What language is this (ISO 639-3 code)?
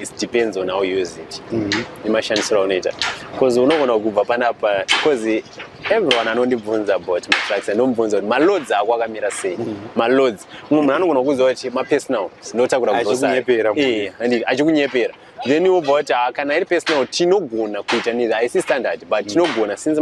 sna